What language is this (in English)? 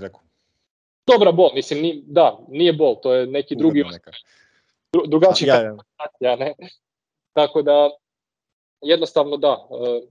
Croatian